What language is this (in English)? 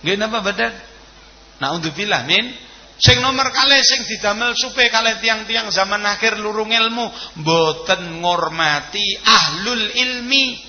Javanese